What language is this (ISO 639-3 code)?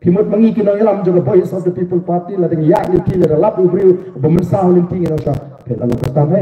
kha